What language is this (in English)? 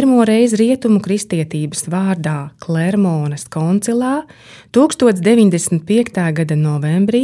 Latvian